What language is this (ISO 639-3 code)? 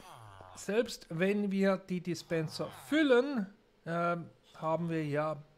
deu